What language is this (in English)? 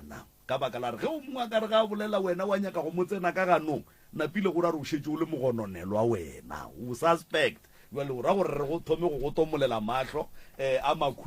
Northern Sotho